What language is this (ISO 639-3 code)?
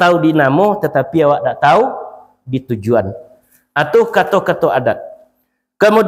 min